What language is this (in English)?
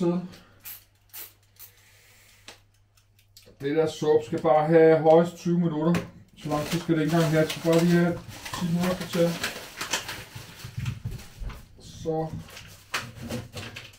Danish